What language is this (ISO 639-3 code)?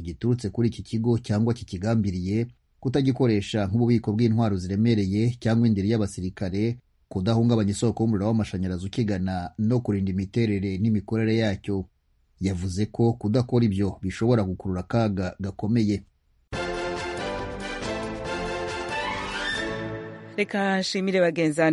kin